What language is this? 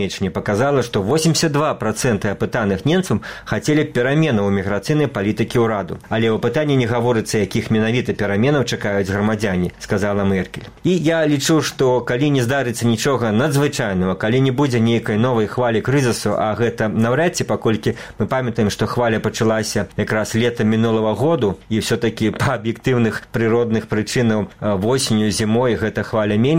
Belarusian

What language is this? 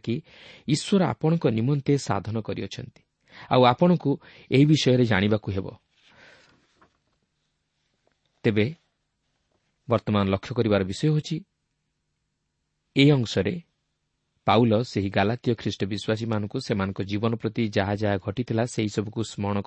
Odia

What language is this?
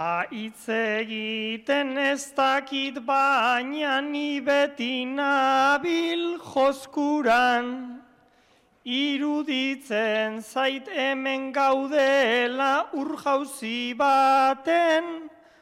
Basque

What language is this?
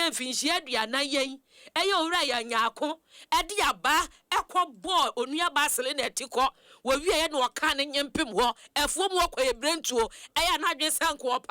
Akan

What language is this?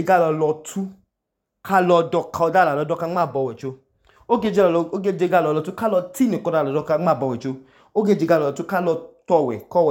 Idoma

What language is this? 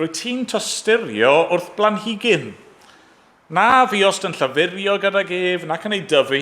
Welsh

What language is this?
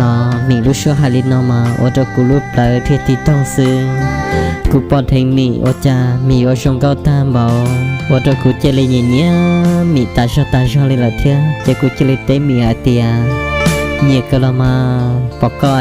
Hmong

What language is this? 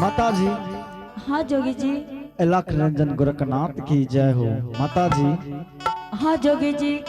Angika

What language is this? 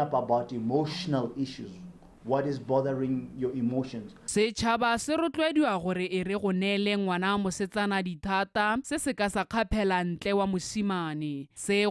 Tswana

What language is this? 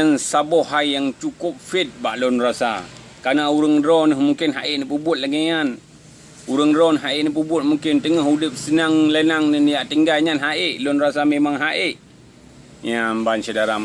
Achinese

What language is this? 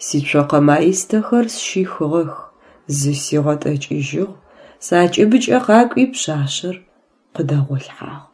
Adyghe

